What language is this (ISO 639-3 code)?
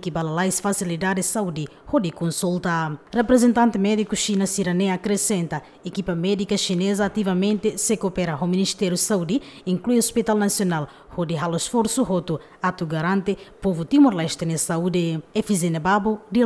tet